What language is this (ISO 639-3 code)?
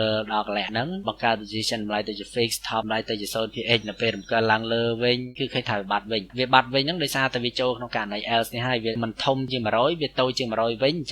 khm